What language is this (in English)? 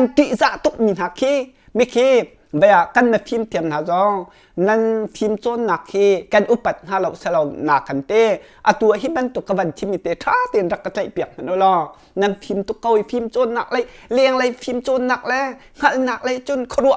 Hakha Chin